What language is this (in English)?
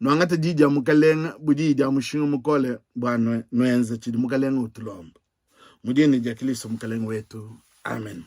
Luba-Lulua